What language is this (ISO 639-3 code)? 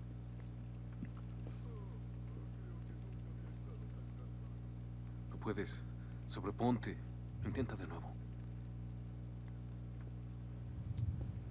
spa